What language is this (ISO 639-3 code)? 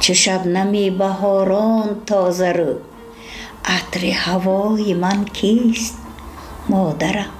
tgk